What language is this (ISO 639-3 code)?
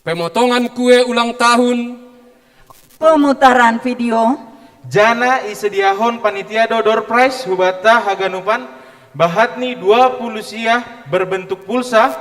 bts